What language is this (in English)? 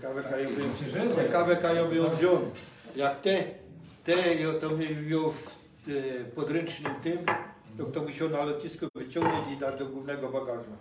Silesian